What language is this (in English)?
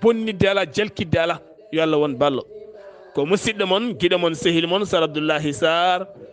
Fula